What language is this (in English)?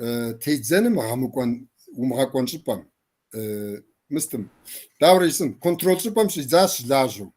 Kabardian